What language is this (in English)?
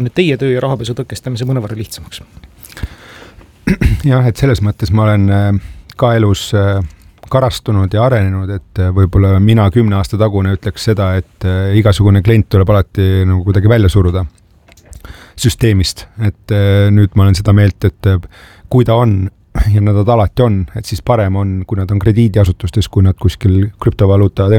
Estonian